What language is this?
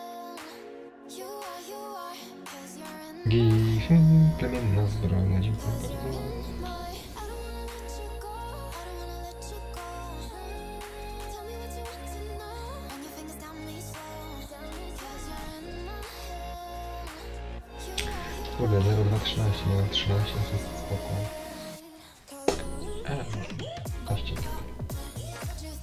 Polish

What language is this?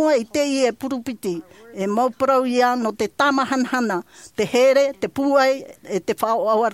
Tahitian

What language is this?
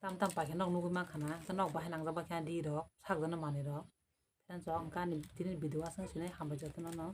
Kok Borok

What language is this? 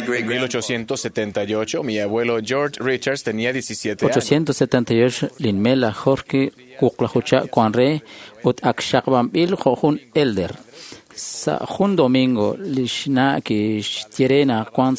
Kekchí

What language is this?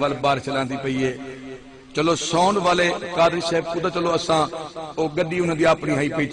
Saraiki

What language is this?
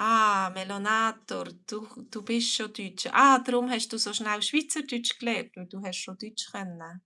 Swiss German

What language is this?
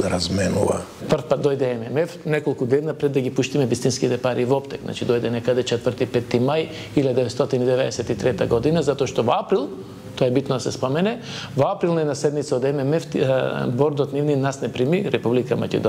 Macedonian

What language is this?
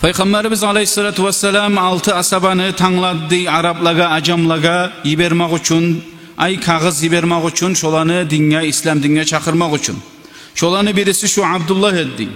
Kumyk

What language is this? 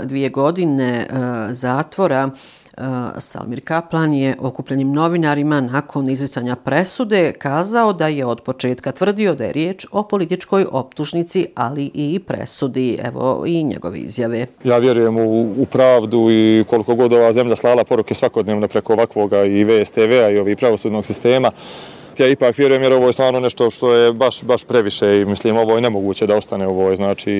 Bosnian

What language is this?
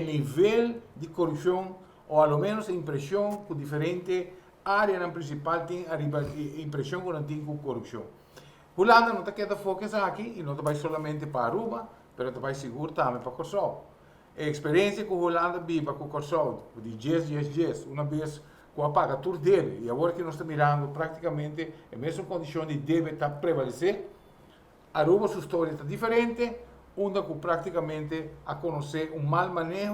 Papiamento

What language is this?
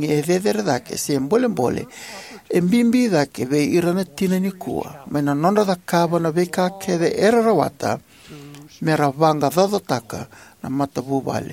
Fijian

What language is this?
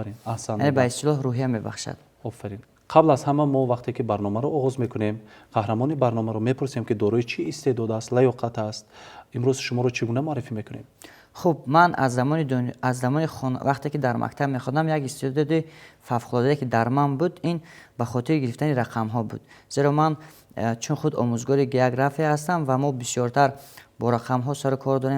Tajik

